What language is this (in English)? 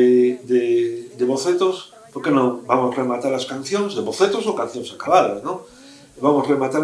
Galician